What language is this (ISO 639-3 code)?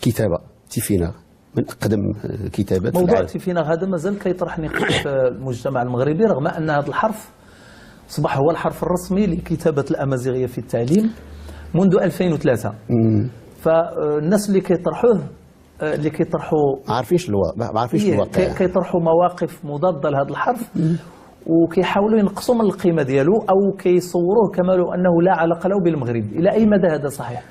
ary